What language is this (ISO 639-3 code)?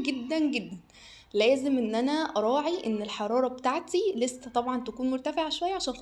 arz